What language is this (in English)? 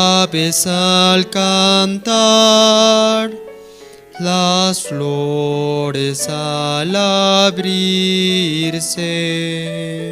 South Bolivian Quechua